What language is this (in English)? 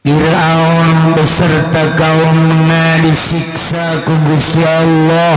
Sundanese